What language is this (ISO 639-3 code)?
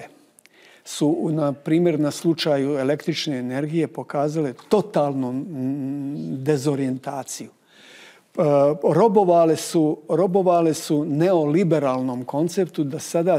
bos